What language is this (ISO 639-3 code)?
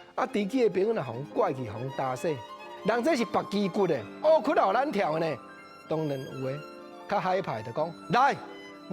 nan